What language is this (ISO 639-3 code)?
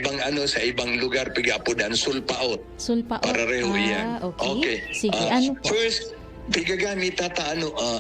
bik